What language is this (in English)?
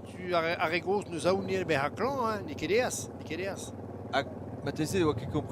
Breton